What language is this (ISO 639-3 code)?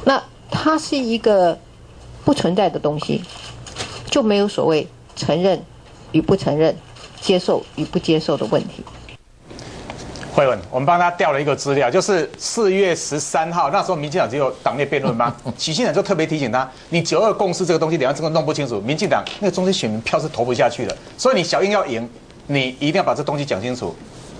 zho